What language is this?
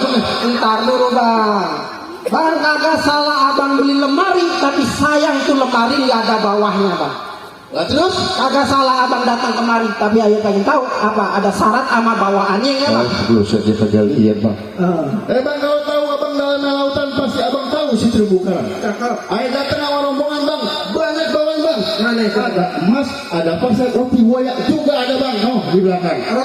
Betawi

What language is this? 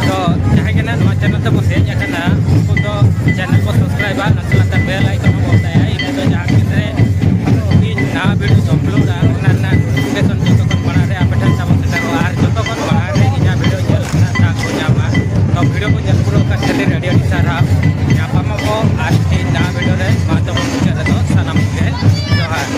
Santali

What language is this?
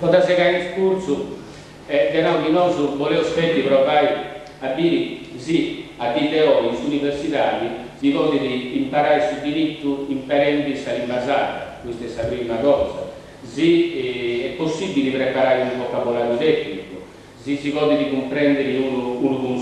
Sardinian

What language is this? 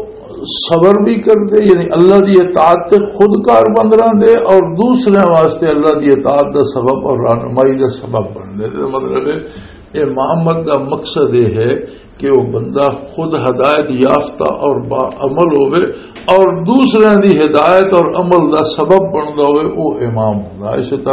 Western Panjabi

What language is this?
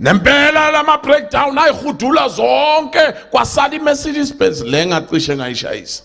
Zulu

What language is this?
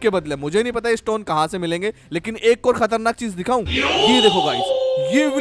Hindi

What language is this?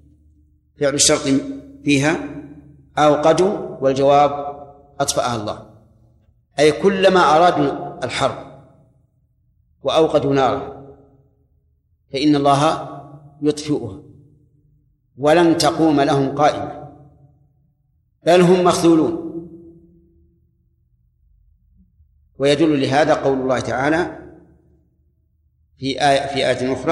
Arabic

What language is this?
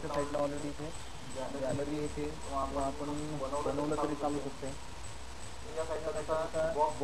Marathi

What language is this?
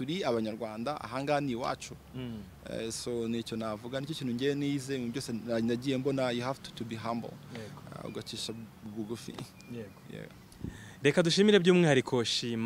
Kinyarwanda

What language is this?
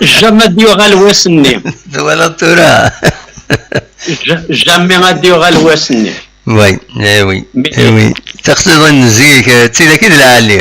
Kabyle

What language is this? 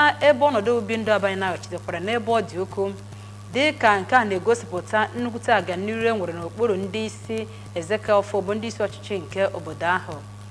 Igbo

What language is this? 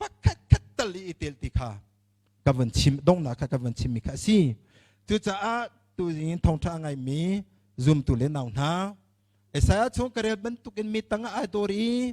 Hakha Chin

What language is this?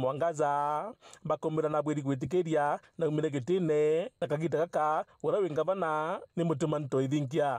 Meru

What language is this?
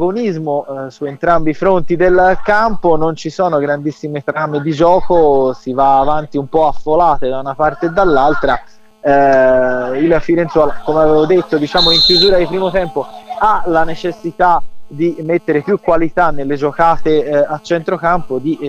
Italian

